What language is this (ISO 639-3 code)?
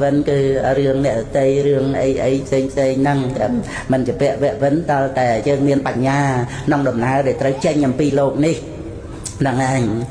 khm